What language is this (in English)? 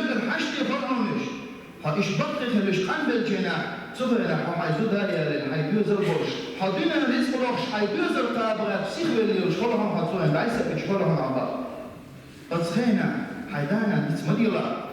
Chechen